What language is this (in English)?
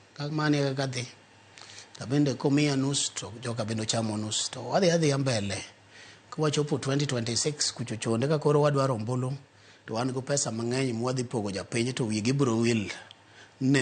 Luo (Kenya and Tanzania)